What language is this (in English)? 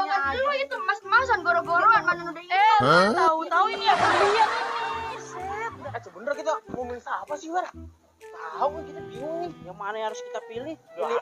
Betawi